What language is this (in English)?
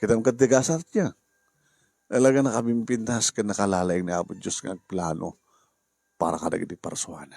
Iloko